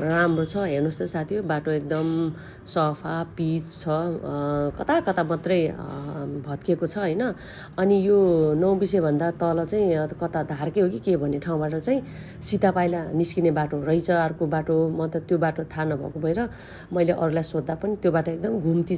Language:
Nepali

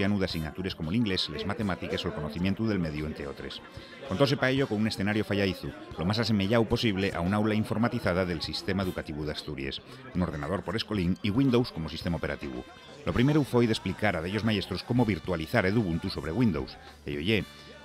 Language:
Asturian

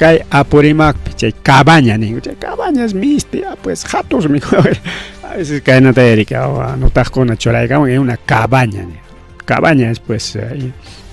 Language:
Ayacucho Quechua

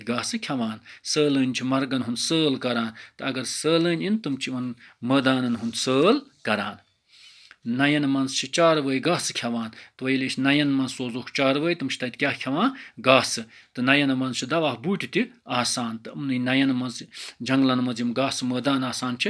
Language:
Kashmiri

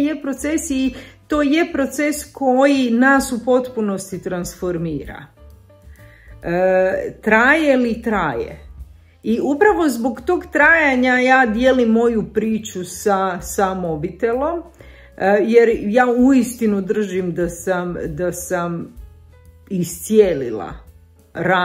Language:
Croatian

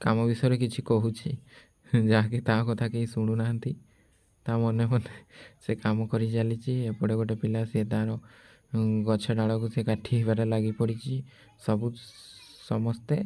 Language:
Odia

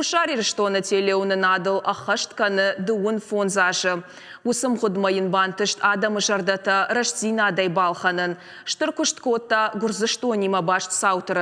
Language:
Ossetic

